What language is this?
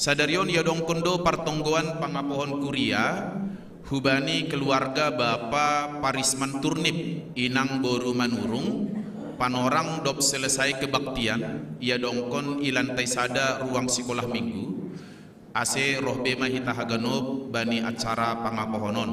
Batak Simalungun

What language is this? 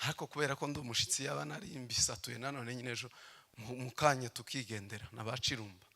Kinyarwanda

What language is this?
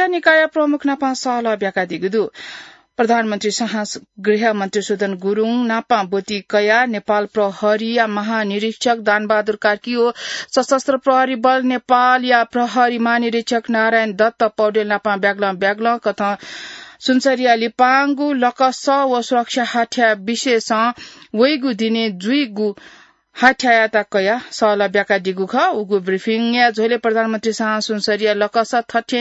Newari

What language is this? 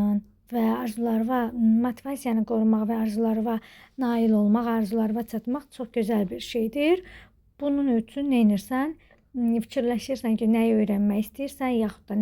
Azerbaijani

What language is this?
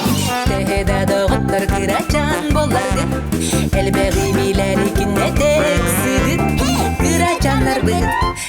Yakut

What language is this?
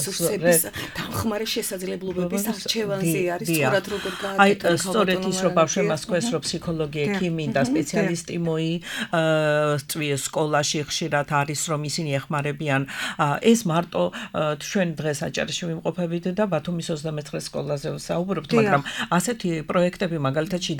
Georgian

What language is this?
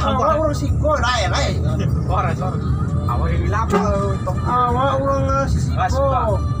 Minangkabau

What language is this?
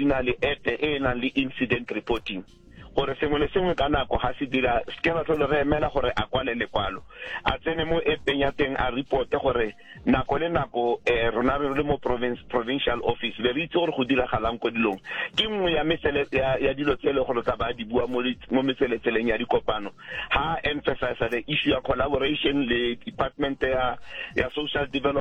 Tswana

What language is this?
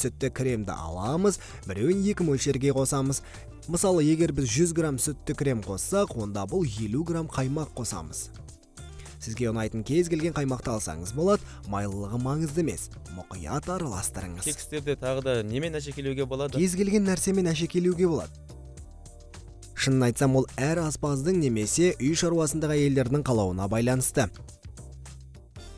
Kazakh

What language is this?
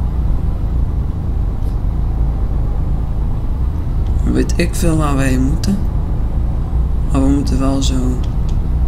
Dutch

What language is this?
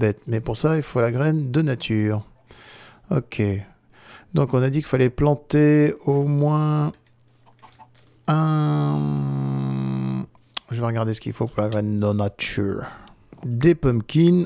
French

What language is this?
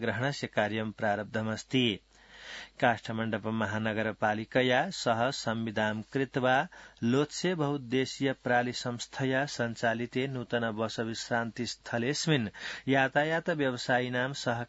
Sanskrit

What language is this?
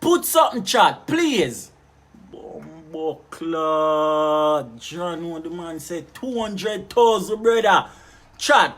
Jamaican Creole English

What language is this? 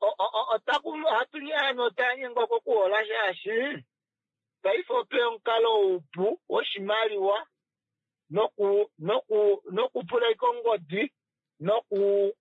Kuanyama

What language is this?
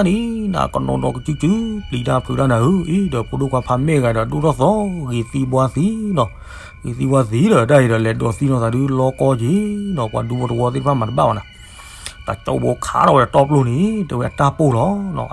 S'gaw Karen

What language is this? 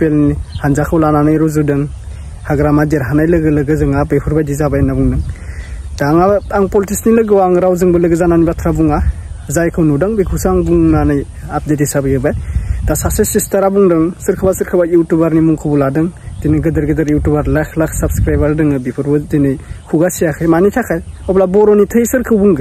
Bodo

